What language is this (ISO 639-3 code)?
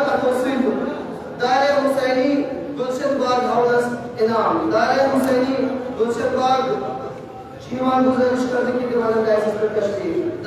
kas